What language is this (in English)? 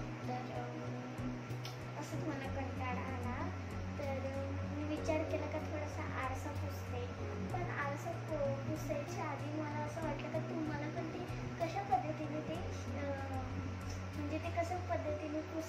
Marathi